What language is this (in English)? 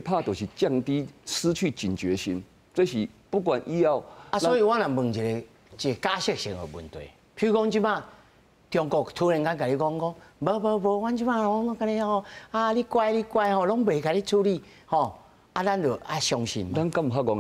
Min Nan Chinese